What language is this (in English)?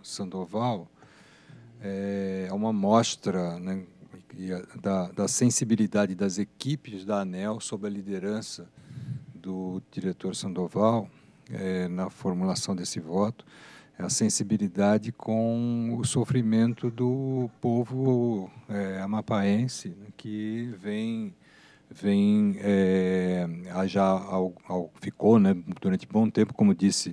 Portuguese